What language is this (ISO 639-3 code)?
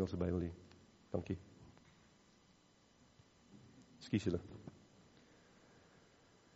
afr